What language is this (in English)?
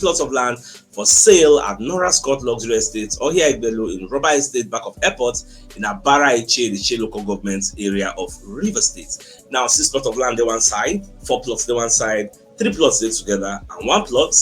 Nigerian Pidgin